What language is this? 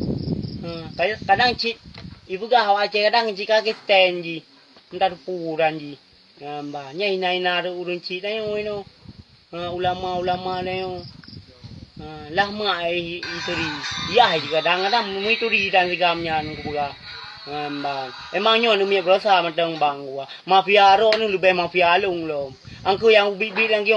Achinese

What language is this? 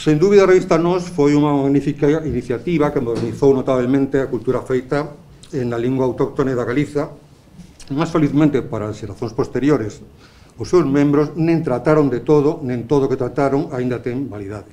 Galician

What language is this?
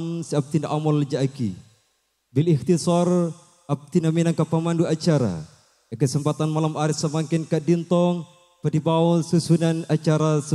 Madurese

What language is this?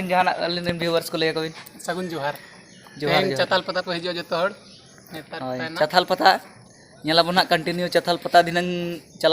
Santali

